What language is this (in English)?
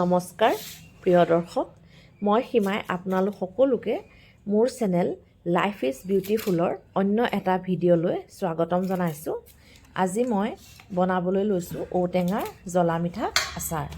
Assamese